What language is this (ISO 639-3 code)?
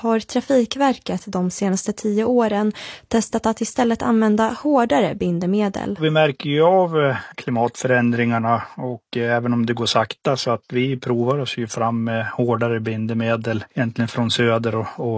swe